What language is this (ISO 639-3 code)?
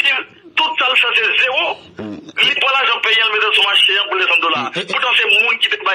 fra